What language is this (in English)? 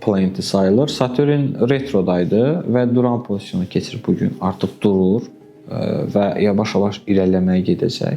Azerbaijani